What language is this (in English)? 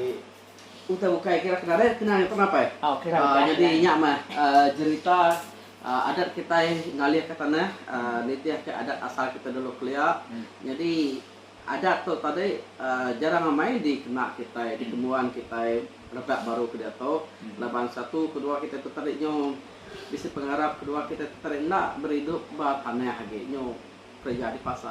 Iban